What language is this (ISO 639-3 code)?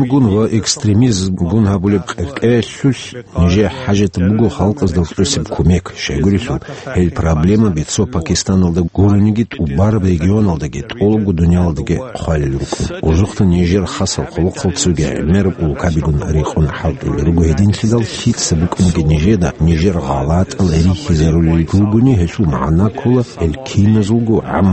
ava